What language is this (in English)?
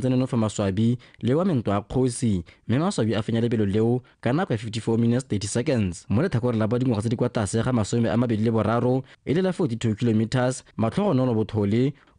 Tswana